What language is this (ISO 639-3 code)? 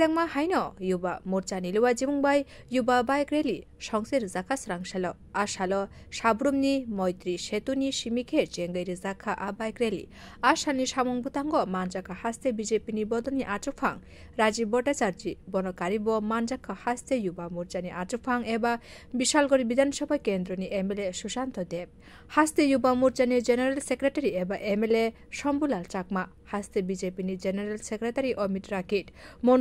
trp